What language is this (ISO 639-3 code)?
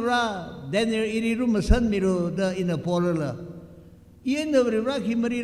nmf